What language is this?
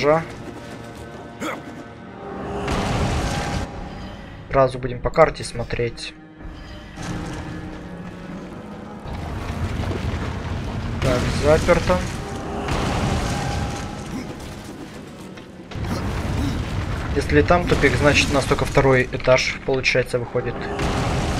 Russian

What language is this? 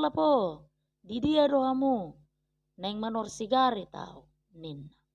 Batak Toba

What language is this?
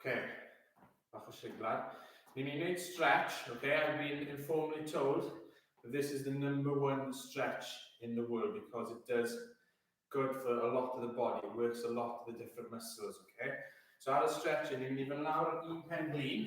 Welsh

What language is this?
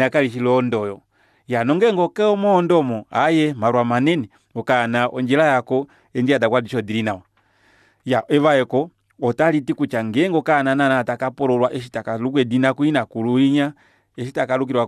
Kuanyama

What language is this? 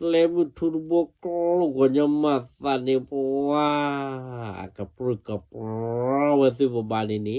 S'gaw Karen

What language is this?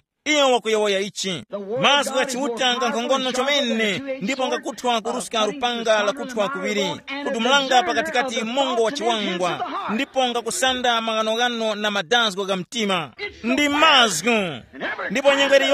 Tumbuka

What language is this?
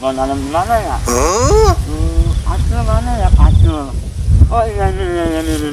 Betawi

